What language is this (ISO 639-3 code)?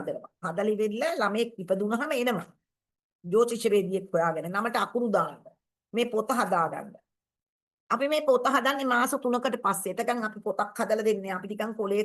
sin